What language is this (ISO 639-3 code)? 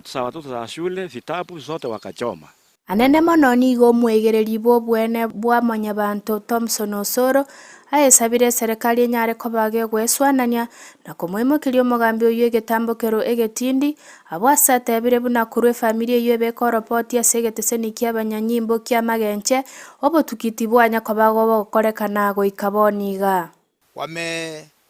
guz